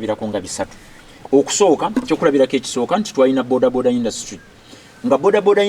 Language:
Ganda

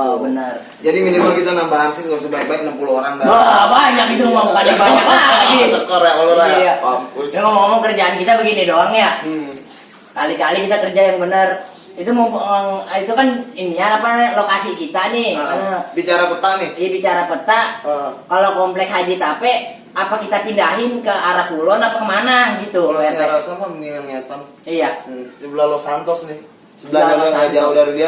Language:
Betawi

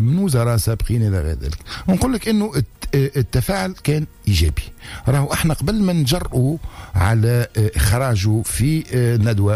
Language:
Tunisian Arabic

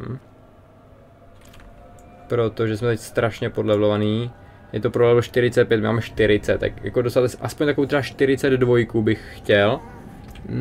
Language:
Czech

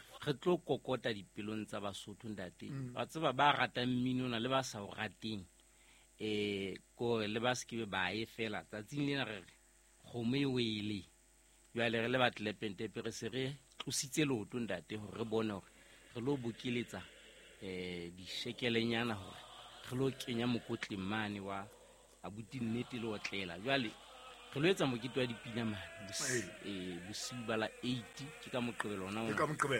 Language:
Southern Sotho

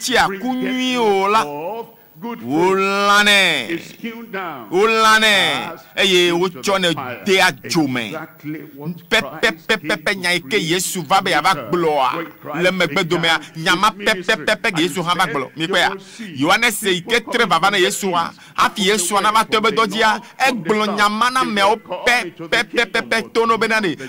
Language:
Ewe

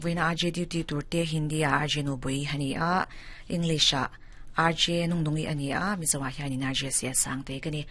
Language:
Mizo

